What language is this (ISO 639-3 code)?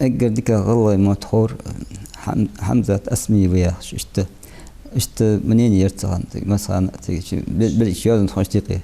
inh